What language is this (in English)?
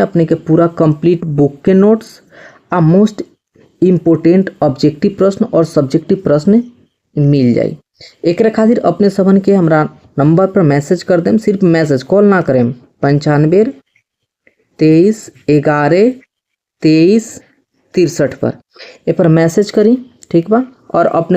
Bhojpuri